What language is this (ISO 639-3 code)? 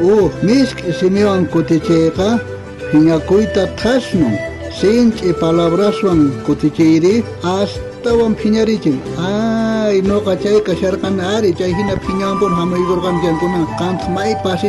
quh